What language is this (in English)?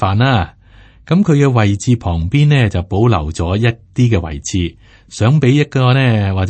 Cantonese